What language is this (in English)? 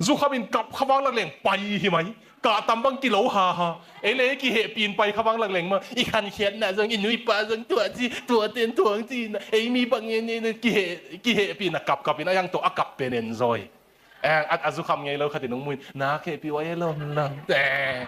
Tedim Chin